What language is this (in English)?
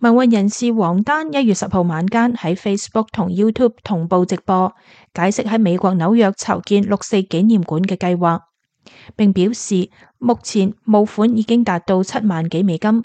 Cantonese